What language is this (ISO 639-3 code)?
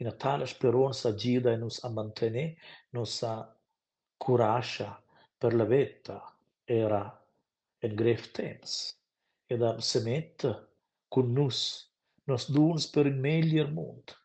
roh